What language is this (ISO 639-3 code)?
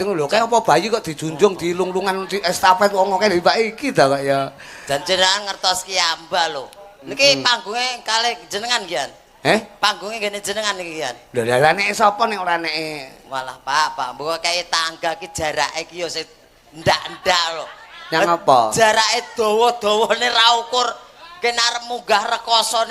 jav